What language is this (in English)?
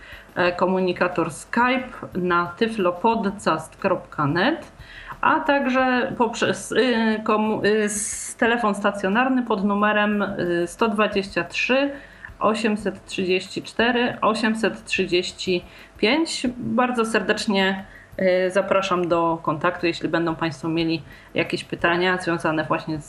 Polish